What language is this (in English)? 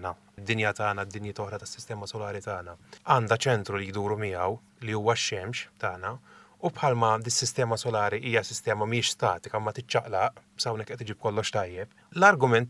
Maltese